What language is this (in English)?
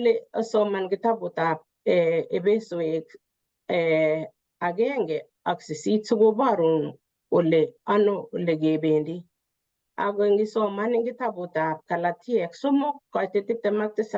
Kalenjin